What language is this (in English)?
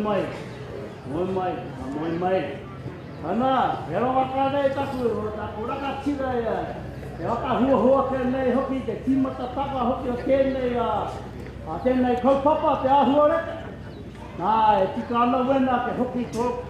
Māori